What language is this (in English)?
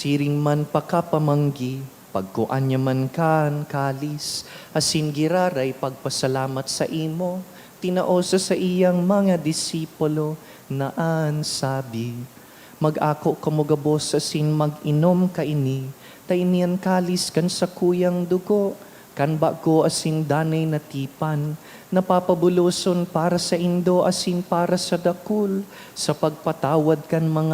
Bikol